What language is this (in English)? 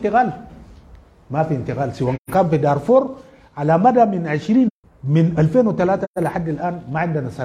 Sudanese Arabic